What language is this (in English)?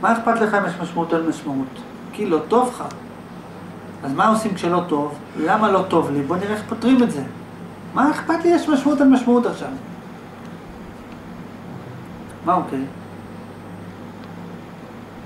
Hebrew